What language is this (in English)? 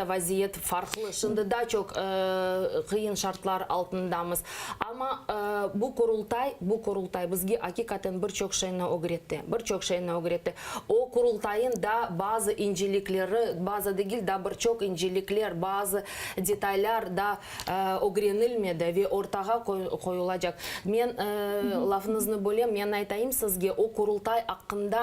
Crimean Tatar